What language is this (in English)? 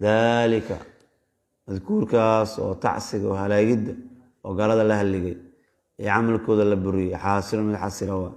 Somali